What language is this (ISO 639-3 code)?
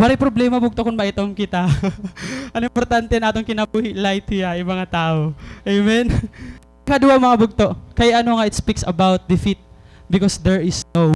war